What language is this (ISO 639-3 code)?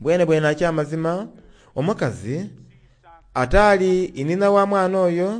xog